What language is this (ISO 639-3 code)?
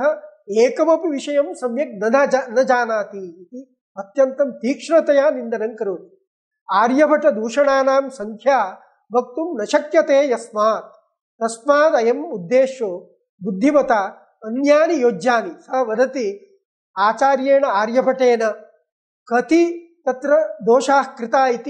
san